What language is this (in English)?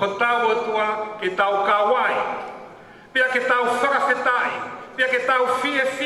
Tongan